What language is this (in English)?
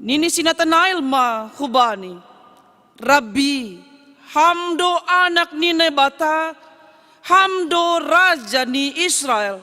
Batak Simalungun